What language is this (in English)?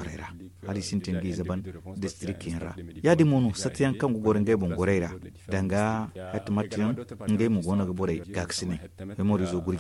Zarma